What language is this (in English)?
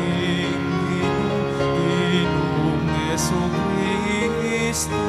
Pampanga